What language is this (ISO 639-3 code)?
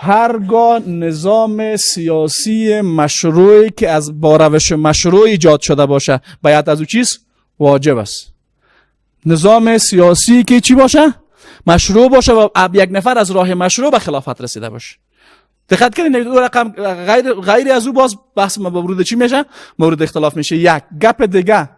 fas